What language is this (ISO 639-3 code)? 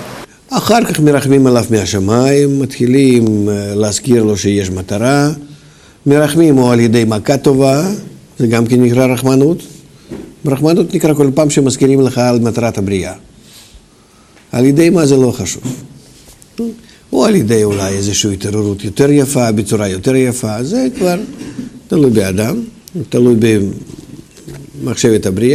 heb